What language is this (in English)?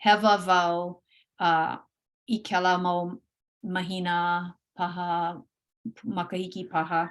Hawaiian